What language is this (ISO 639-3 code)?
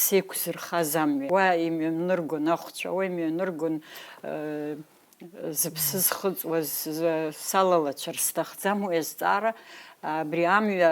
abk